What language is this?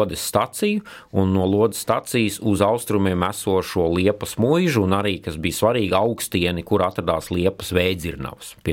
Latvian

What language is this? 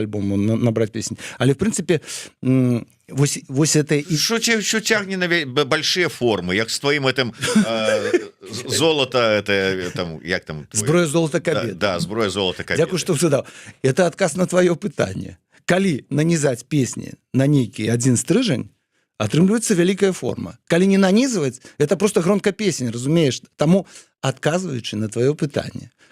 Belarusian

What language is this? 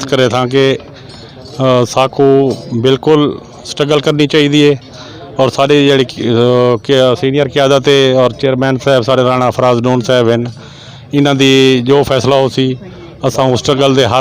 Saraiki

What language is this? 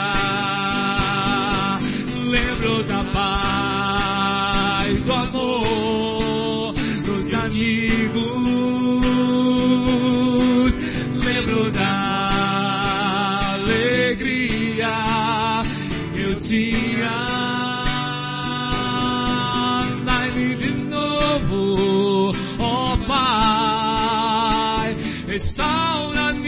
Portuguese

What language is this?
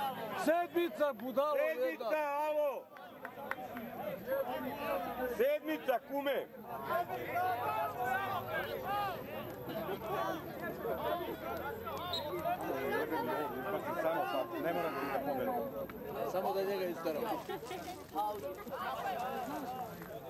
Serbian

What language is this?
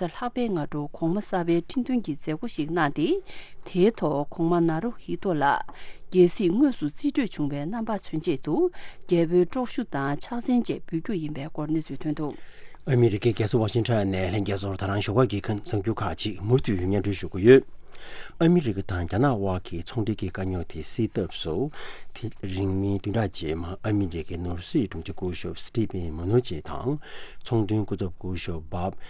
Tibetan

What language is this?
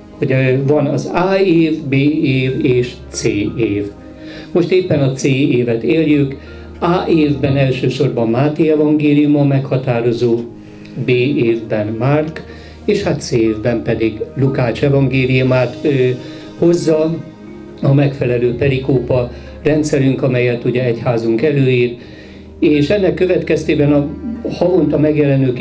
Hungarian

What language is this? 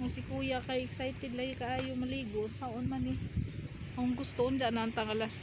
Cebuano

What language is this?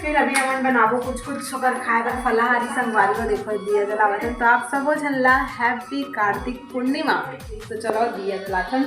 Chhattisgarhi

